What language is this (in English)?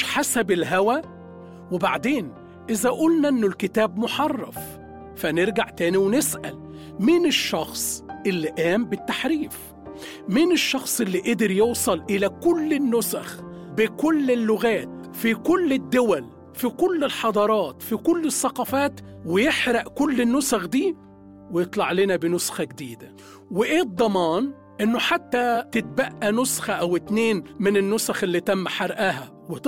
Egyptian Arabic